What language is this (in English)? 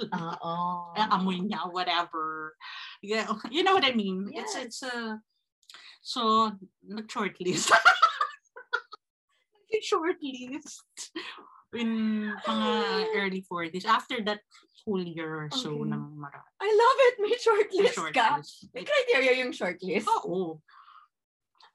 Filipino